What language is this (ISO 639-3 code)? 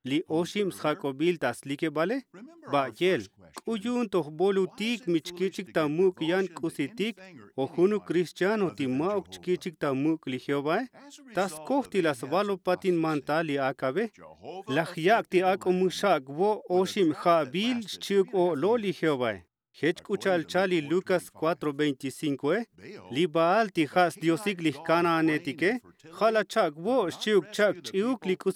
tzo